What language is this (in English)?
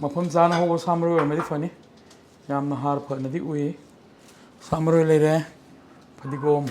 Manipuri